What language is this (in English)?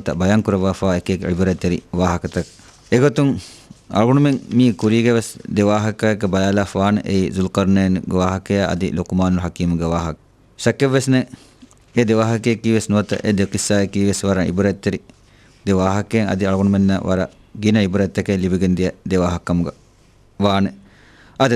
Divehi